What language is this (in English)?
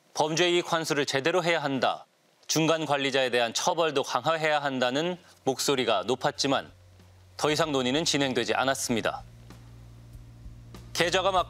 Korean